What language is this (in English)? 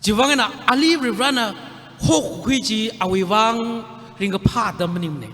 Tangkhul Naga (India)